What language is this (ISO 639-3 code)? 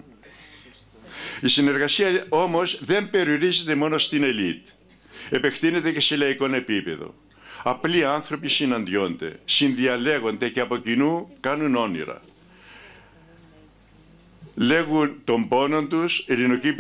ell